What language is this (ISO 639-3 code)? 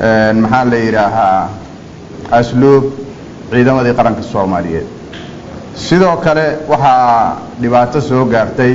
som